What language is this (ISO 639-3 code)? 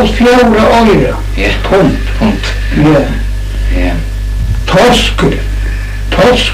fao